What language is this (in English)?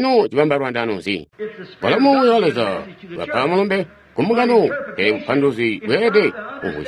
Tonga (Zambia)